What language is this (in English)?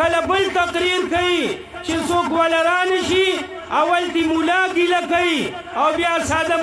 Pashto